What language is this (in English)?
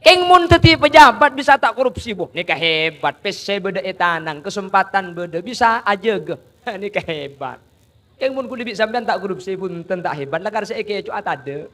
Madurese